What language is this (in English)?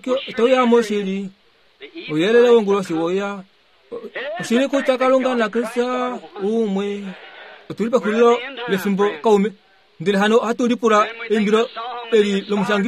Kuanyama